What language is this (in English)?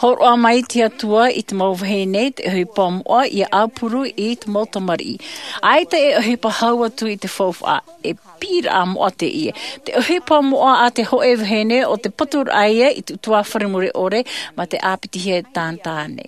Tahitian